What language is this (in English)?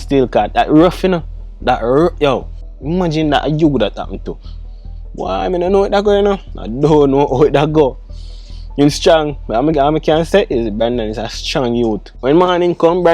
Jamaican Creole English